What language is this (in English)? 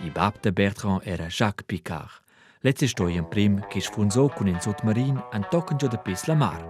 Romansh